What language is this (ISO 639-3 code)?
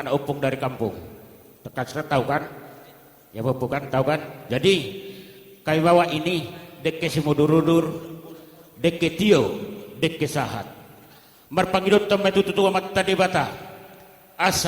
bbc